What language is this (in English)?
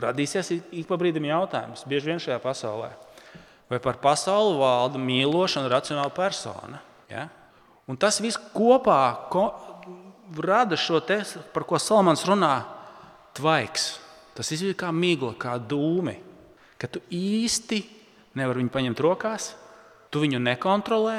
Latvian